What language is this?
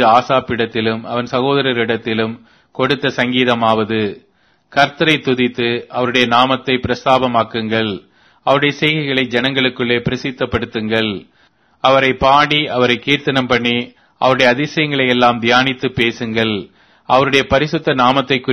Tamil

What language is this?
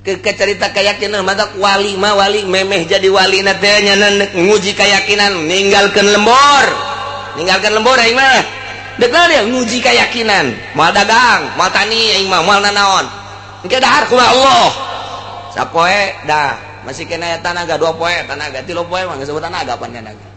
Sundanese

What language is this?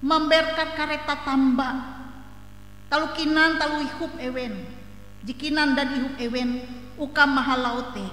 Ngaju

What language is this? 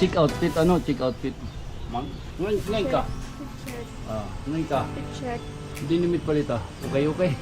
Waray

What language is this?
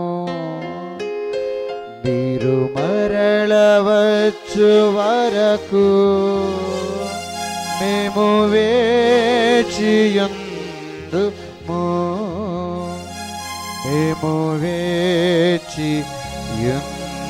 Telugu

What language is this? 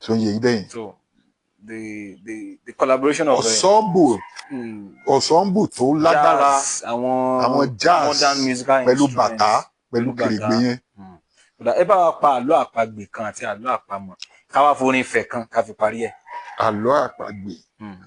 Yoruba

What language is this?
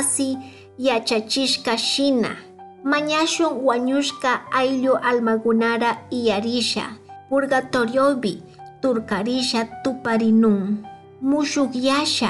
Chimborazo Highland Quichua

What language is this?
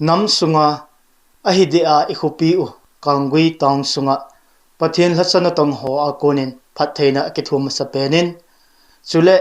Thado Chin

